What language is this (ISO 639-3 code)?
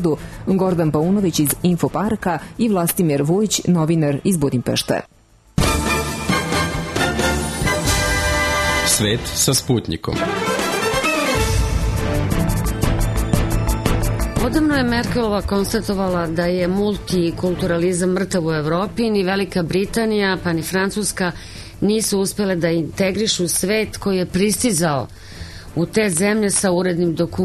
srp